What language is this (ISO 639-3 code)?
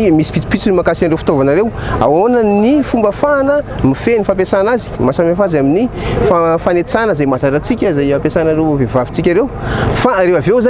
mlg